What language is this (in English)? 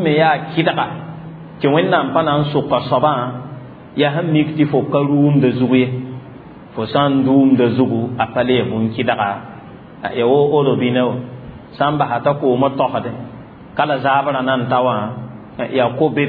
Mossi